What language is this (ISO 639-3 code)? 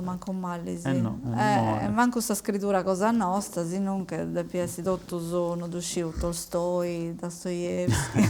srd